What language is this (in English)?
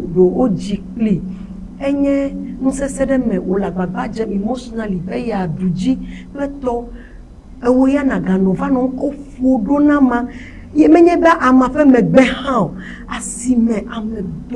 Ewe